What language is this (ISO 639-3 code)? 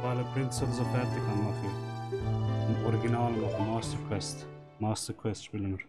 gsw